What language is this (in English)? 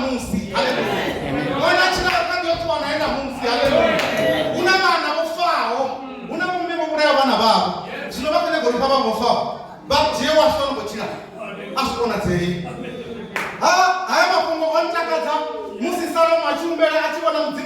Venda